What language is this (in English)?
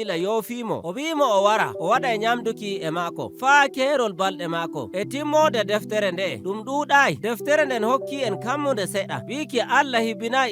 Nigerian Fulfulde